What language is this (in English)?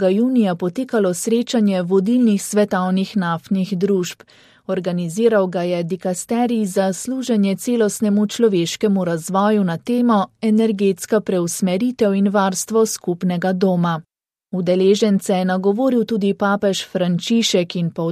Slovenian